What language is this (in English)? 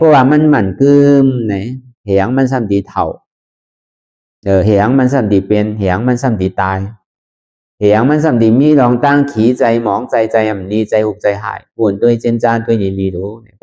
Shan